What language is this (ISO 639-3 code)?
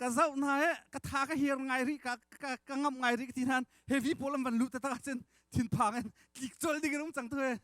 cnh